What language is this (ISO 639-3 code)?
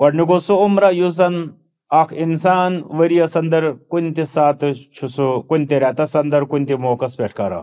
kas